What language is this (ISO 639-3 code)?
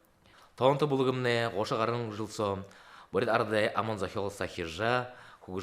bua